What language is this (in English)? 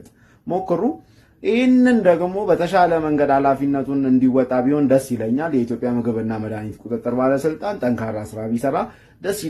Amharic